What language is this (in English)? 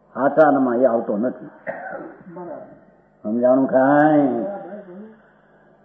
Gujarati